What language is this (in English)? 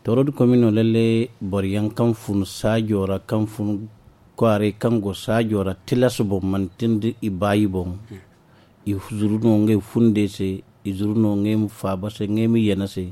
Zarma